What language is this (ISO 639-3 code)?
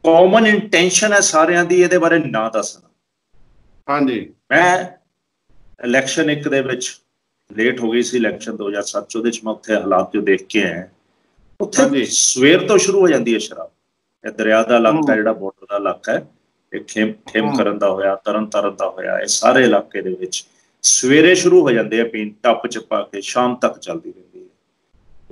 pan